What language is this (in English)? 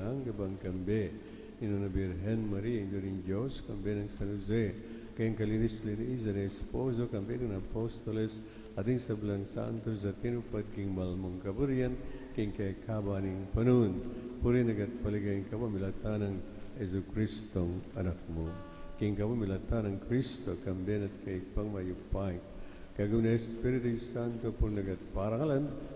Pampanga